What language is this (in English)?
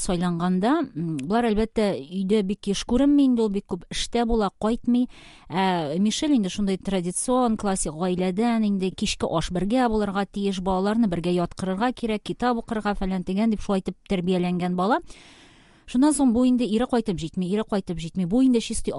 Tatar